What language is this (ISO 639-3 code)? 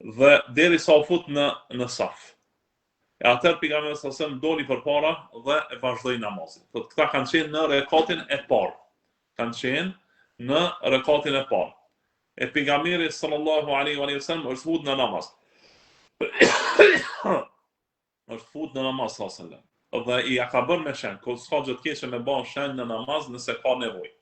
sqi